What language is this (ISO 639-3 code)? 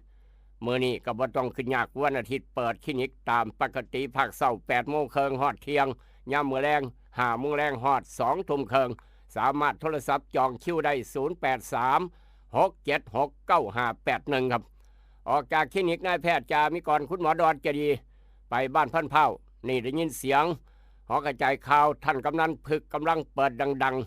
tts